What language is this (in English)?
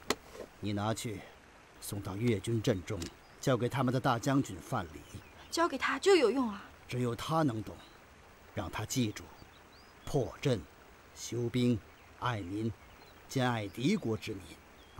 Chinese